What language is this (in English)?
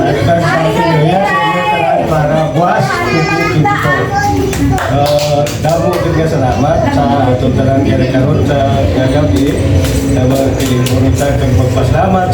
Hiligaynon